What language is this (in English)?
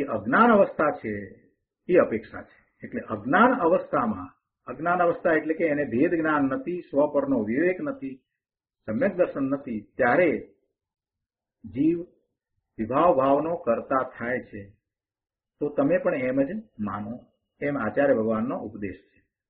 Gujarati